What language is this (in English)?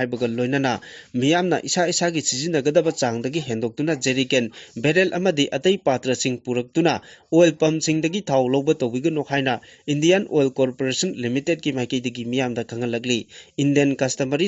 Manipuri